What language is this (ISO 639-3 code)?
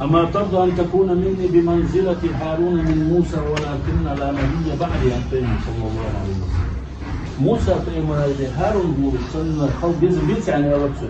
inh